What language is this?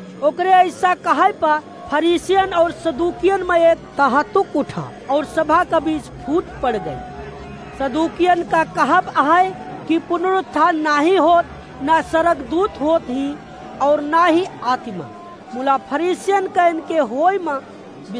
Awadhi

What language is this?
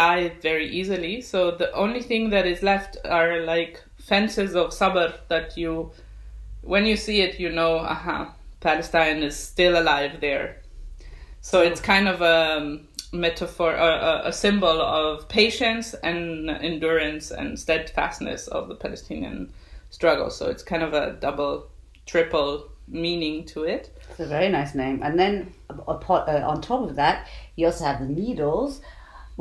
English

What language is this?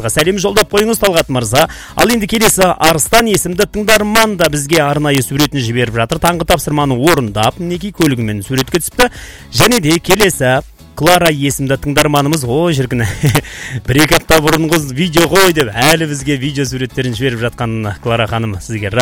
Kazakh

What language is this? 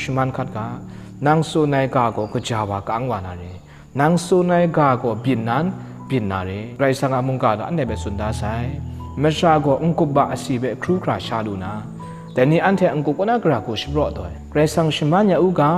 Kachin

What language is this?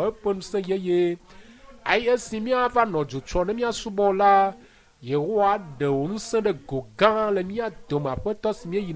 Ewe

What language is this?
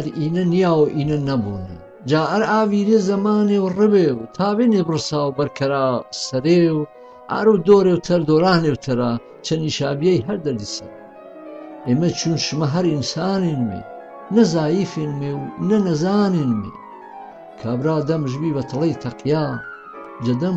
Gurani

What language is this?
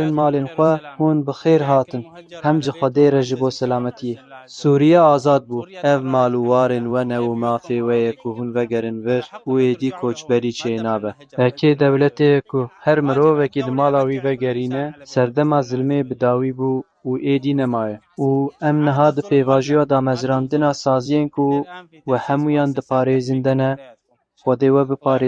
Kurdish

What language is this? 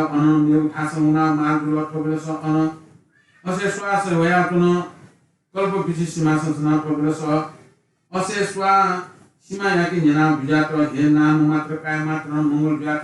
Newari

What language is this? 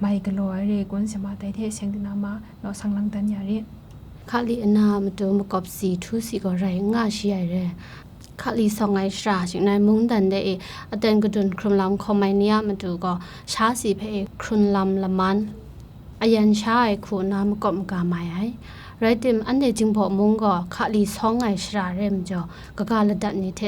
Kachin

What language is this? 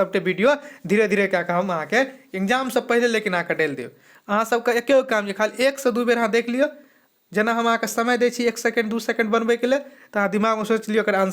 Maithili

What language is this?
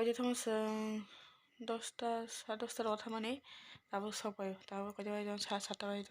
Kok Borok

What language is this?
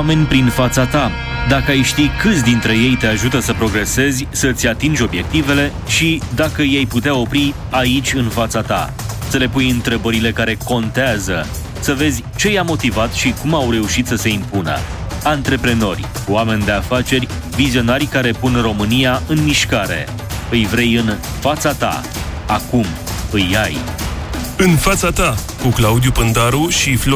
Romanian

